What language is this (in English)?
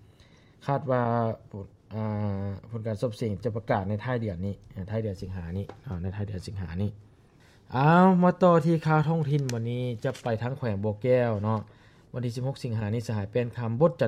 Lao